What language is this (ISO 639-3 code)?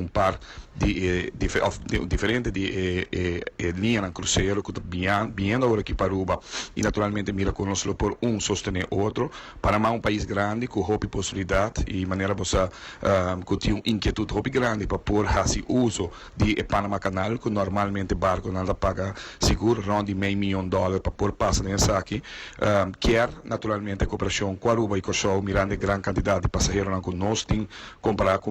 pap